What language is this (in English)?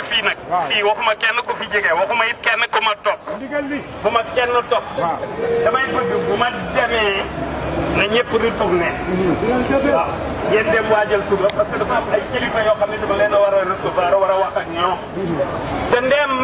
Wolof